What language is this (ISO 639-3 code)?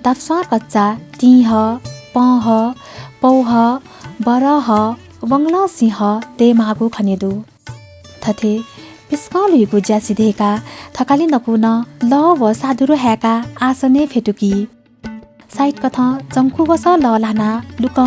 new